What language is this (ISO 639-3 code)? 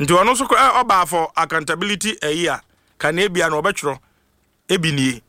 aka